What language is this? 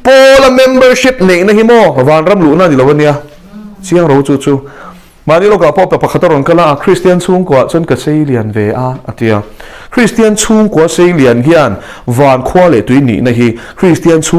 Mizo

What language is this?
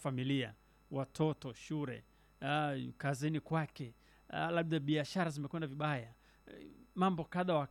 Swahili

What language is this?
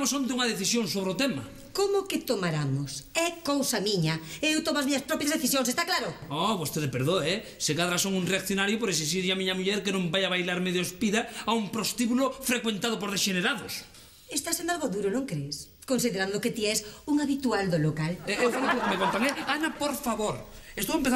Galician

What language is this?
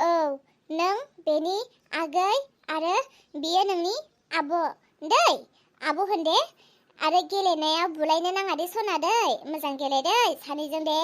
Bodo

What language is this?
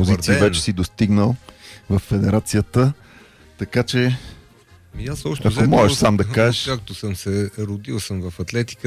Bulgarian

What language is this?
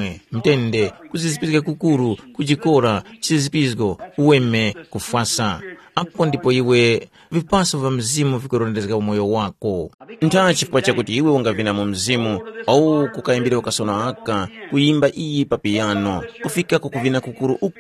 Tumbuka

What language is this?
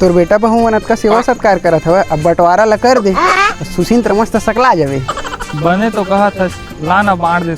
Chhattisgarhi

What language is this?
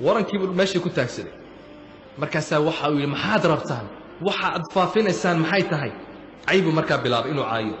Somali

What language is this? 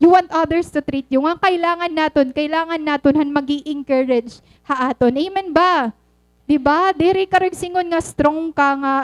Waray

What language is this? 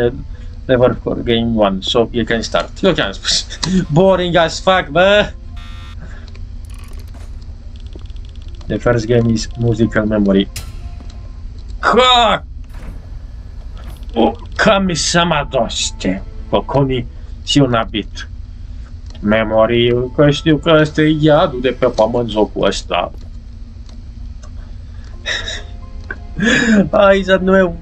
Romanian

